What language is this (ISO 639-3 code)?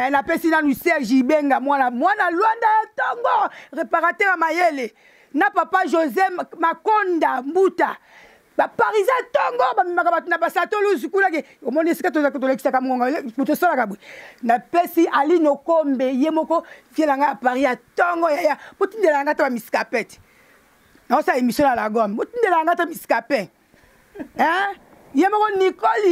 lin